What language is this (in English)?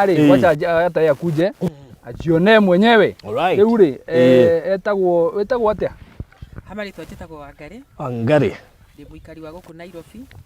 Kikuyu